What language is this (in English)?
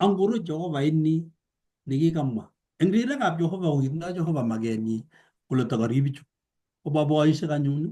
Kalenjin